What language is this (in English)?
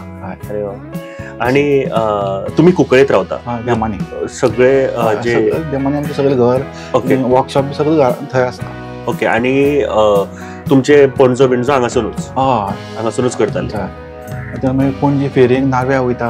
Konkani